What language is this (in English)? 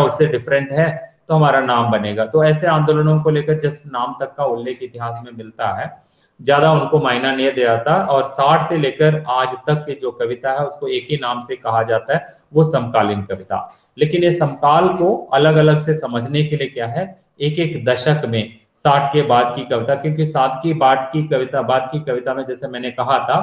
Hindi